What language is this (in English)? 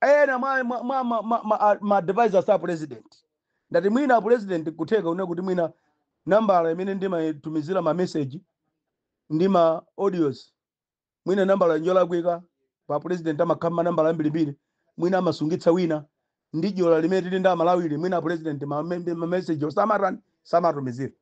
Nyanja